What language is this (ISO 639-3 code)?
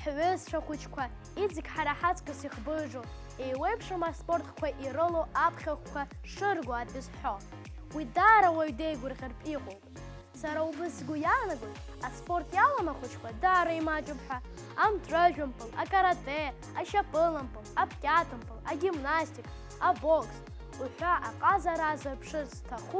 abk